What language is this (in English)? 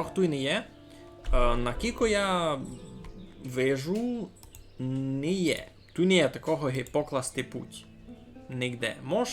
Rusyn